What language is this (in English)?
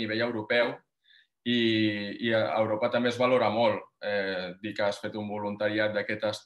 Catalan